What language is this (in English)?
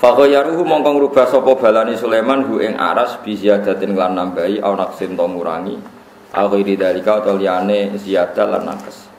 Javanese